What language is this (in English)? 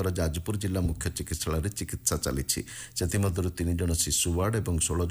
Odia